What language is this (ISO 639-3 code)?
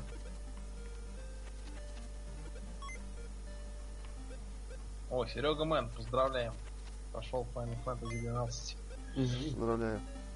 rus